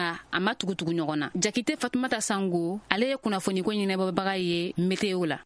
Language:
Bambara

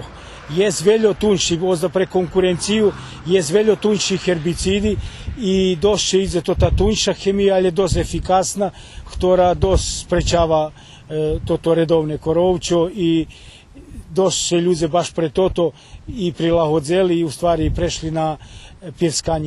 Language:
Rusyn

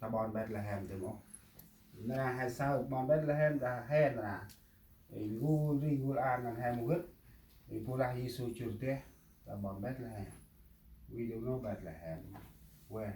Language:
Central Mnong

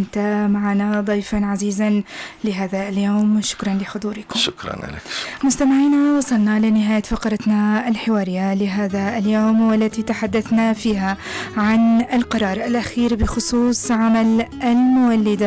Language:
North Levantine Arabic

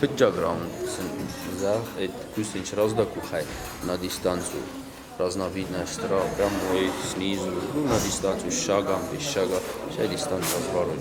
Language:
Ossetic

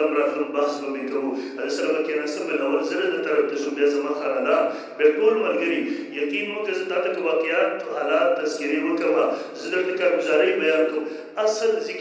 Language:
Pashto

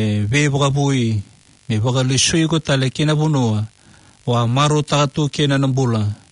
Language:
Fijian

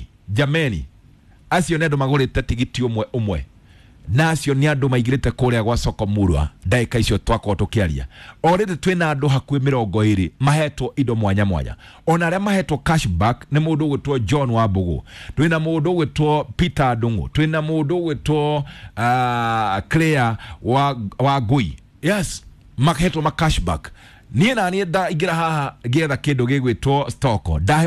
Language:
Kikuyu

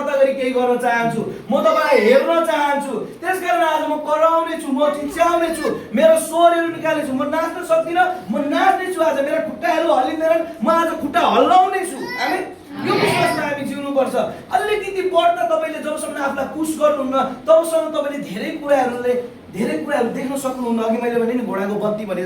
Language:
Nepali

